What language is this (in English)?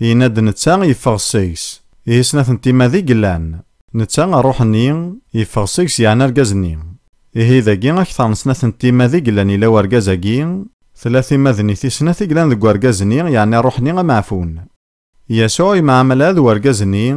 Kabyle